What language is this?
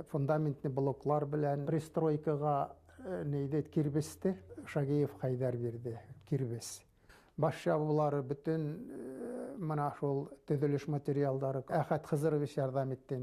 Bashkir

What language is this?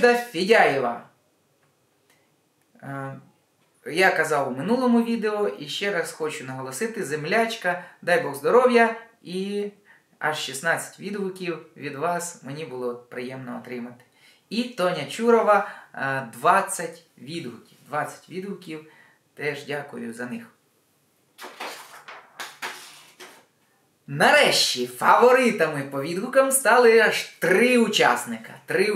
Ukrainian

